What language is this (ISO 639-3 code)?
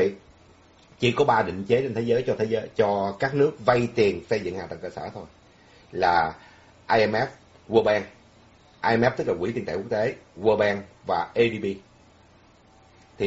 vie